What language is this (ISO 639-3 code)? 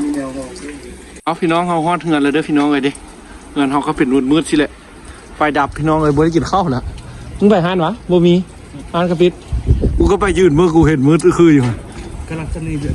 lao